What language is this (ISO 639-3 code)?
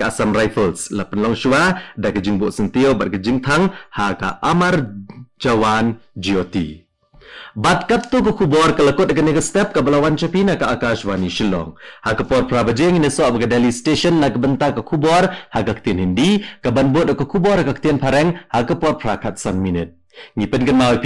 kha